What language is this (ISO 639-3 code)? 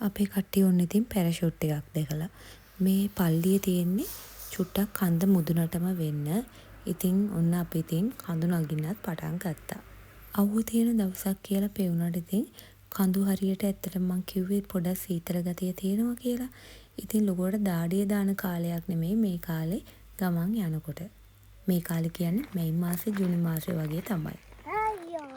sin